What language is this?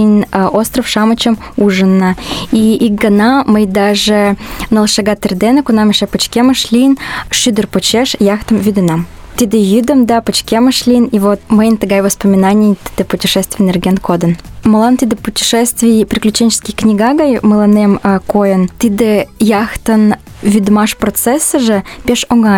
Mari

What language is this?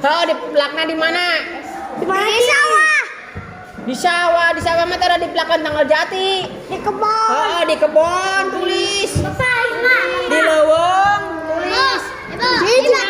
Sundanese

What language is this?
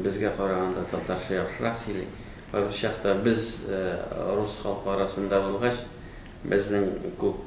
Tatar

